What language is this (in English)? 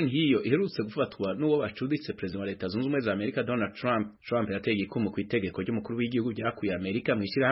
Kinyarwanda